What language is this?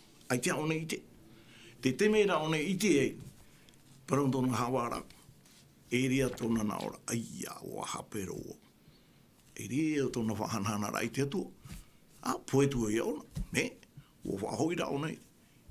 Tahitian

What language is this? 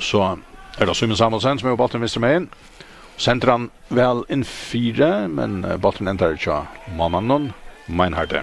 Faroese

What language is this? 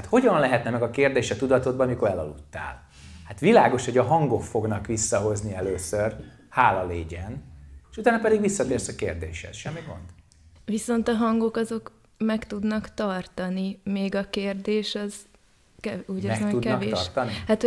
Hungarian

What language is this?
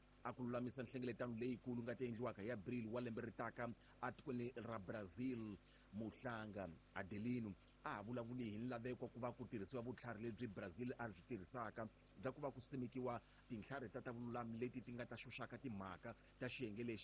Tsonga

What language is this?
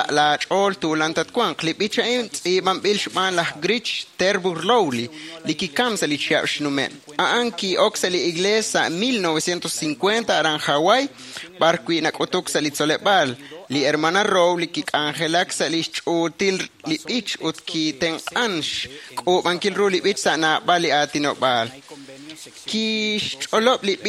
Kekchí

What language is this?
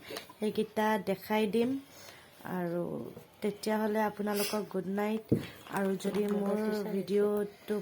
Assamese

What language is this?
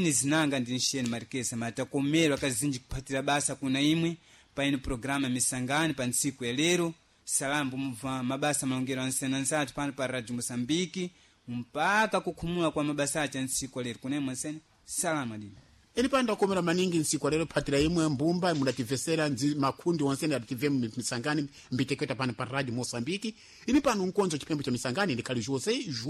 Sena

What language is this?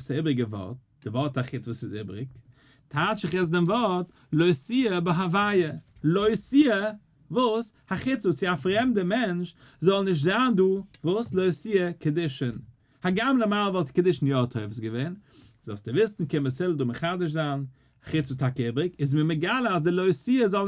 Yiddish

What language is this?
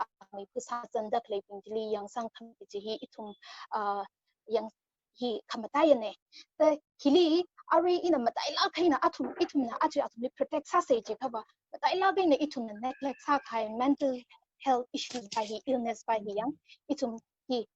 Tangkhul Naga (India)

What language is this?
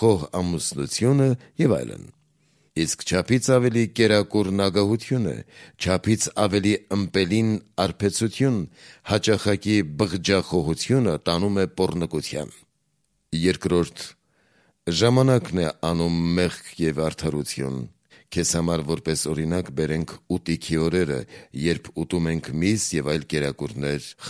Armenian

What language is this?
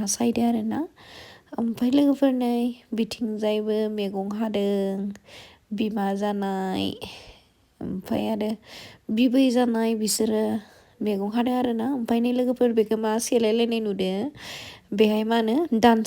Bodo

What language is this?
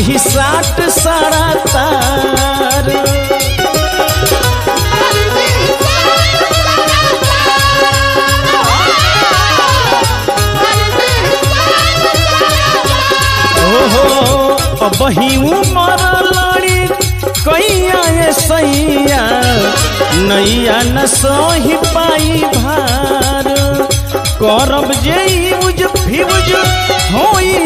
Bhojpuri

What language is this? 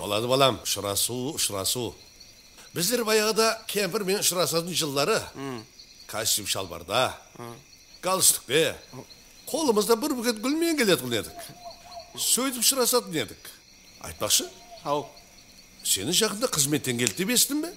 Kara-Kalpak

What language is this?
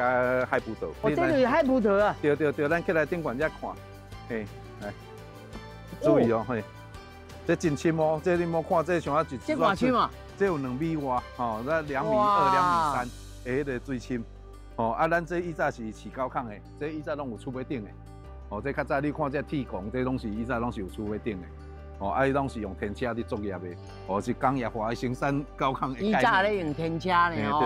Min Nan Chinese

